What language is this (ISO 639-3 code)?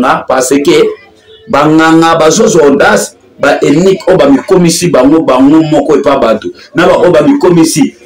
lin